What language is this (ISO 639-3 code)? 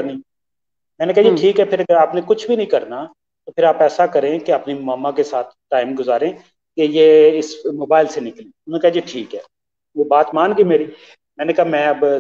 urd